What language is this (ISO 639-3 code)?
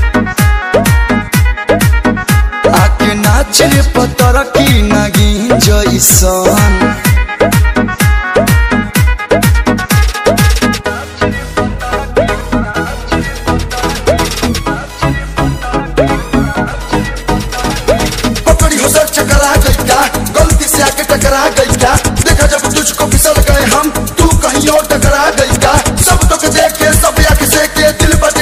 bho